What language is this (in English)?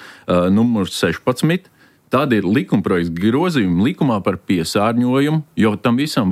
Latvian